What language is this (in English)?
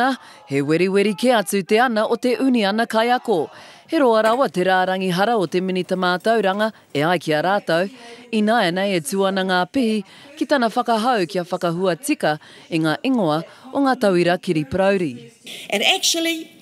Māori